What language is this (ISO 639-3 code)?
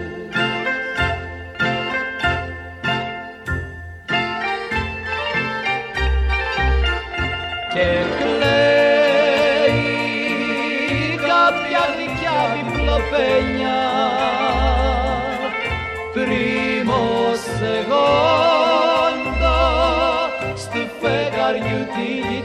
ell